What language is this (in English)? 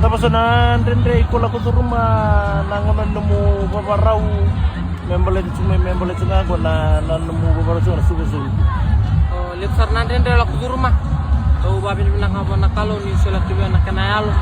Fijian